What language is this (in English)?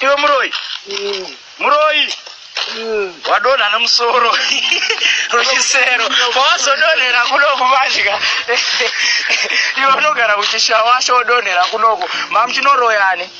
Shona